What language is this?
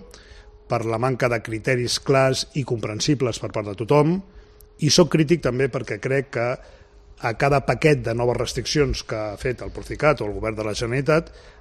Catalan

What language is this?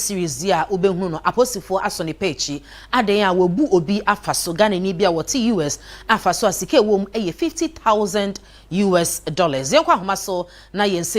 Akan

